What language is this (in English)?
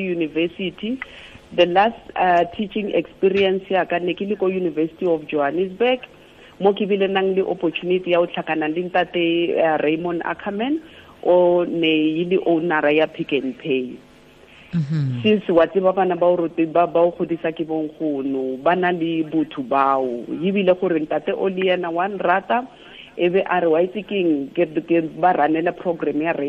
Tswana